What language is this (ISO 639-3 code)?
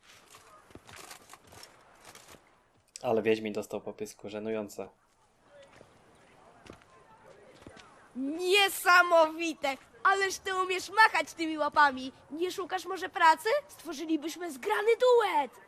pol